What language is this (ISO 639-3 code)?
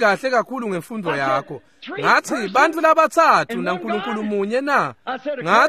ssw